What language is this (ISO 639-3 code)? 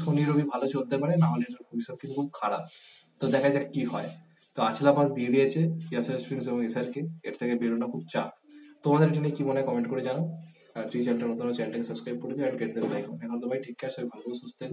ben